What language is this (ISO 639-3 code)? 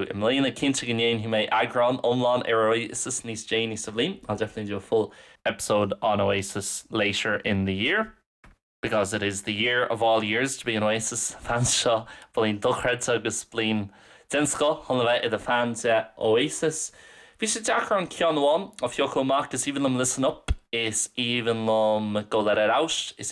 gle